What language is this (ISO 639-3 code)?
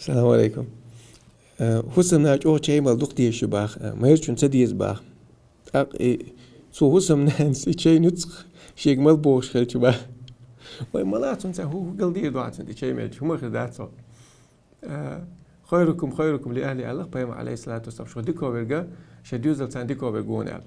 che